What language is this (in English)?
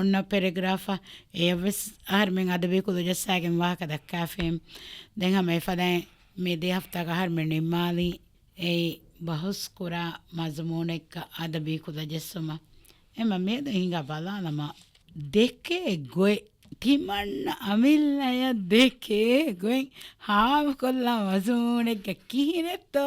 Divehi